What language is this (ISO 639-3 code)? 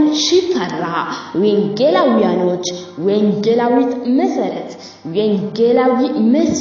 amh